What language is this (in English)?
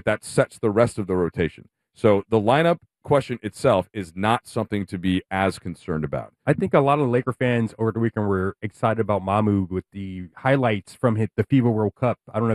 English